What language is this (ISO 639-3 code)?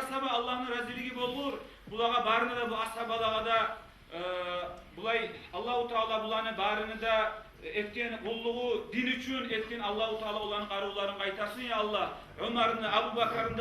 kum